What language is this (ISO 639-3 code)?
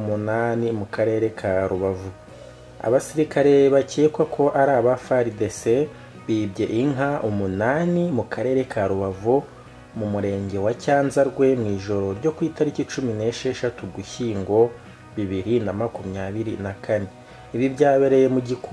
kin